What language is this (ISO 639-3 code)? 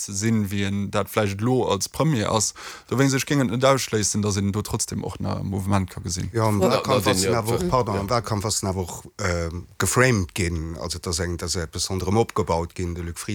ltz